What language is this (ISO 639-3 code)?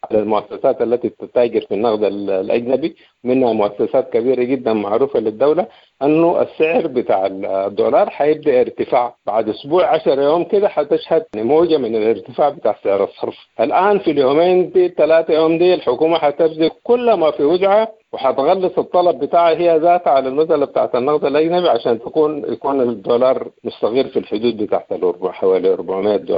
apd